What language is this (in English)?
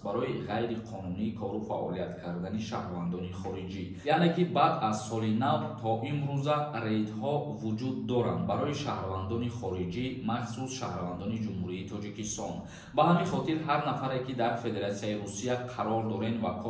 Tajik